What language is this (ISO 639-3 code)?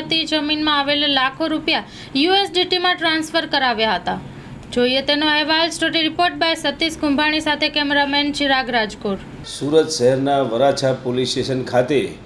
guj